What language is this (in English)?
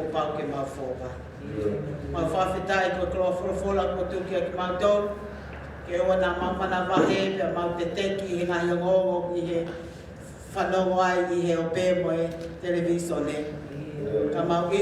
Tongan